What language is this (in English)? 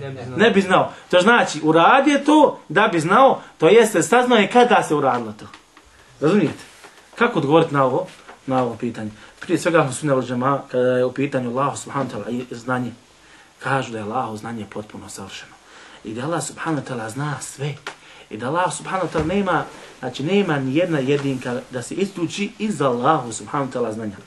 Bosnian